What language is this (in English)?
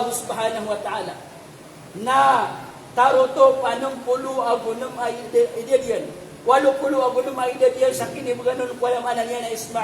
Maranao